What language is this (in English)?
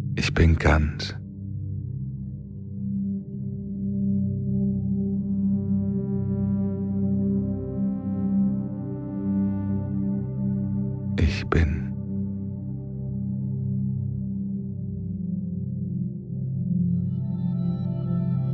German